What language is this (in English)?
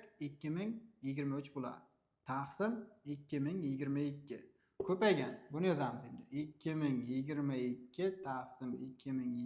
Uzbek